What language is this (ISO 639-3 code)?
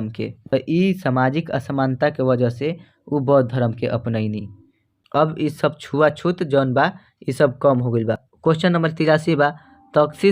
bho